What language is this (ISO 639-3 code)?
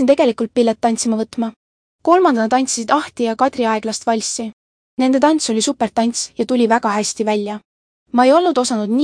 est